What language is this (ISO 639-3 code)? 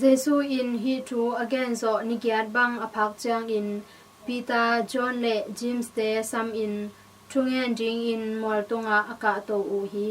ctd